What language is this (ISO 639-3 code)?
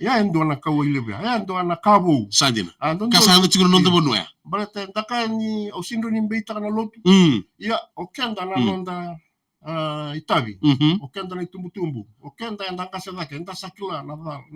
fij